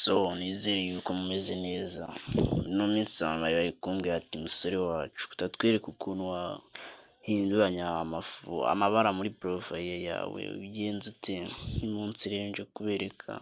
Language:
Kinyarwanda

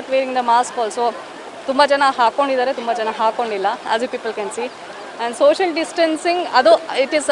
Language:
Kannada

